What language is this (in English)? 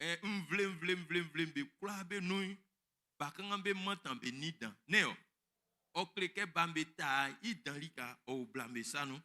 Baoulé